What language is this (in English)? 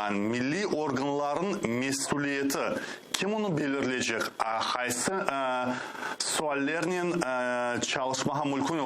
Crimean Tatar